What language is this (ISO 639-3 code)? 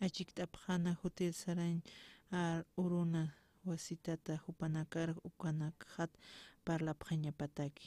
aym